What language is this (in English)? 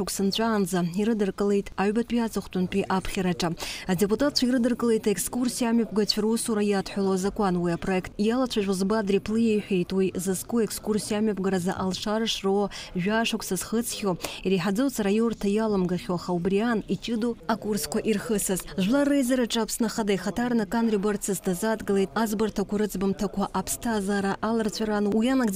Abkhazian